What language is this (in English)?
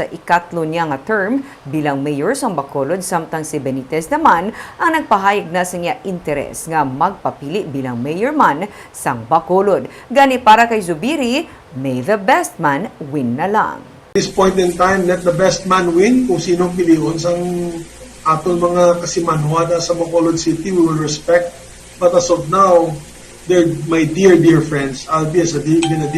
Hiligaynon